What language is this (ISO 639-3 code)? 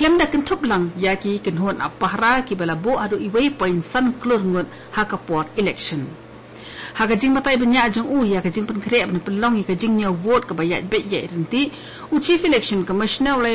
kha